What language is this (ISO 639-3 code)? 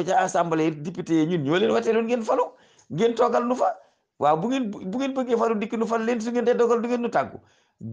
wol